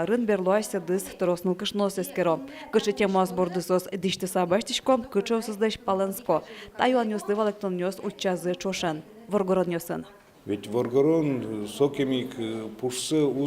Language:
Udmurt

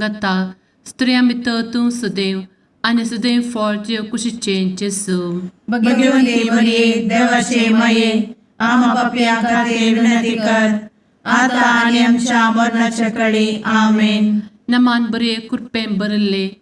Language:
Konkani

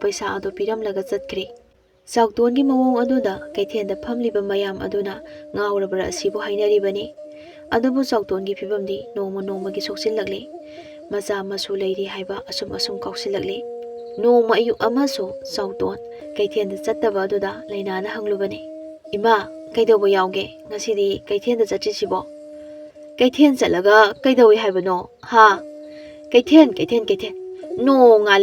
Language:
Manipuri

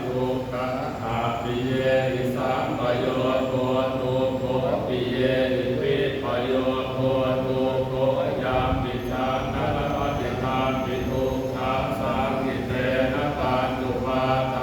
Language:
Pali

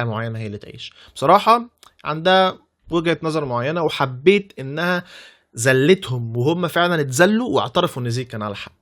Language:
Egyptian Arabic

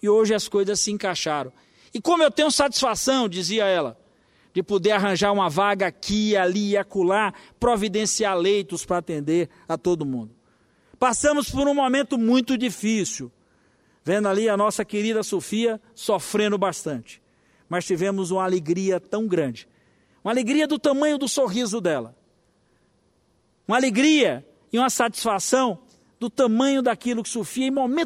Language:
Portuguese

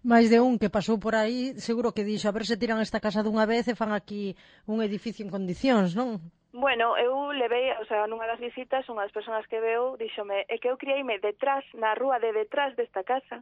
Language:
Galician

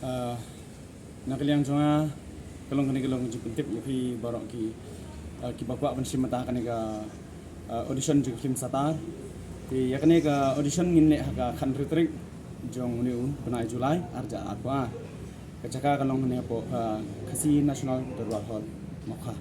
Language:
Khasi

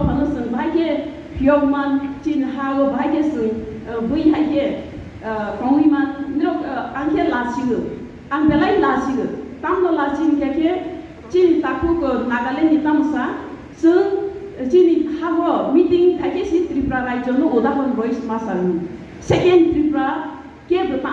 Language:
Riang (India)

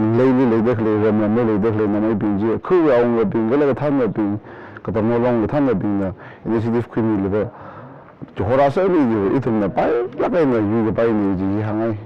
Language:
Tangkhul Naga (India)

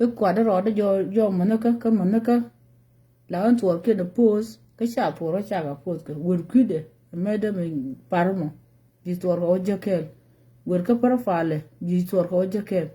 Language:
Nuer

